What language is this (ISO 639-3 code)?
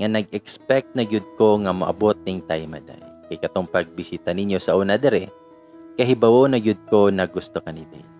ceb